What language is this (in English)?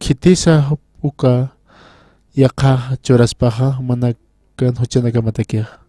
Aymara